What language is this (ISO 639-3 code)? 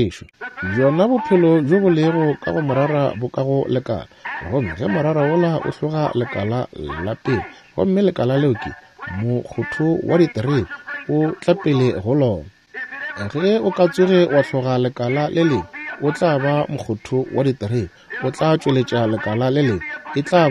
nso